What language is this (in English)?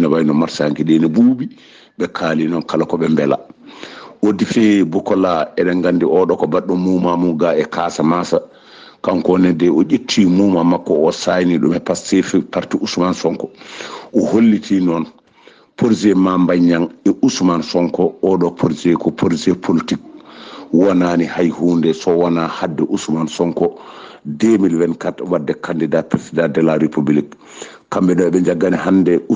Fula